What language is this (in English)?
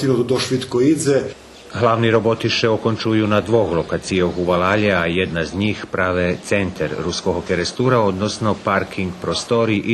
Rusyn